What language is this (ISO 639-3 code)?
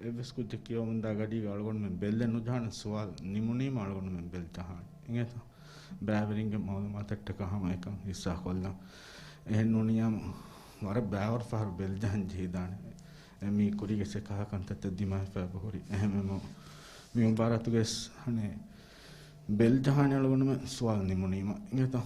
div